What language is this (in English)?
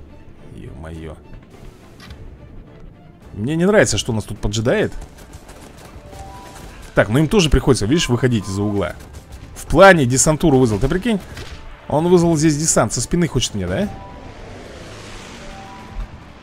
Russian